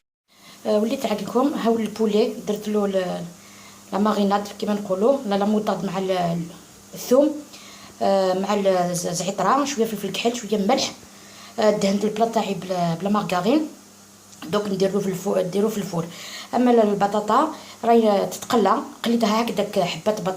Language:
Algerian Arabic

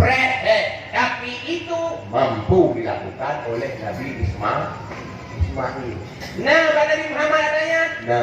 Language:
Achinese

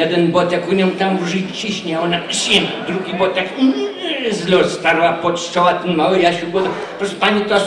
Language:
Silesian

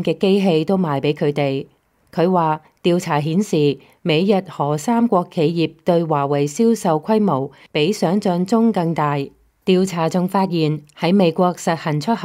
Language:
Cantonese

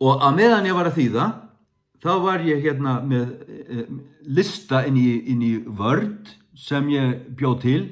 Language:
Faroese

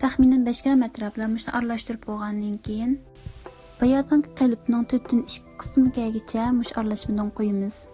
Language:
Uyghur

